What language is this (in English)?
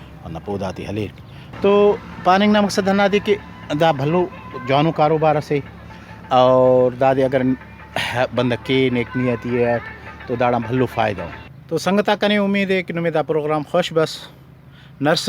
Brahui